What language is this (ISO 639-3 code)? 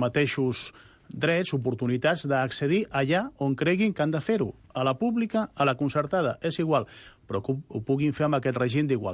cat